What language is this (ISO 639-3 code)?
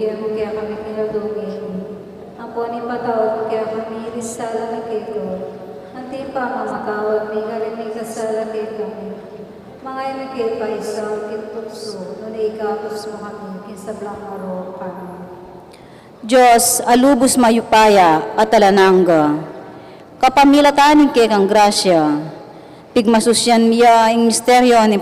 pam